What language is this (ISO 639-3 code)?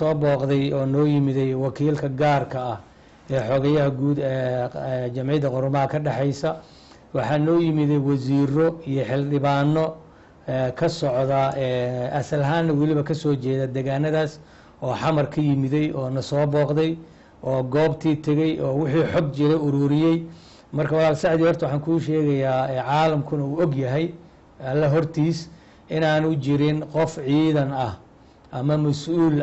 som